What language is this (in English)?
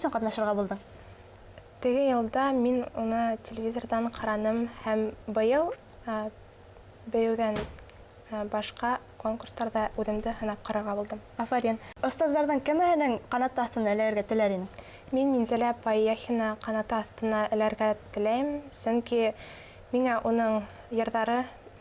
Bashkir